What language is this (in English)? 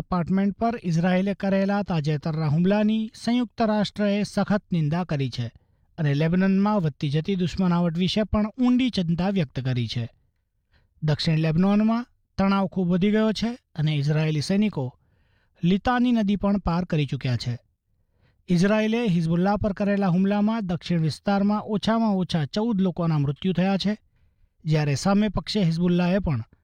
Gujarati